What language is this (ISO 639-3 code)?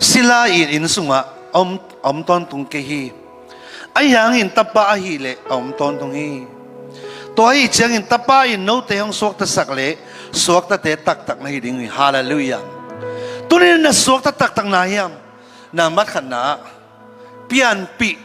ctd